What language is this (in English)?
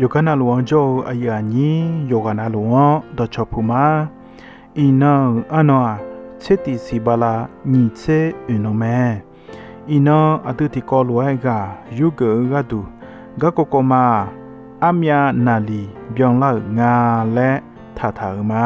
Akha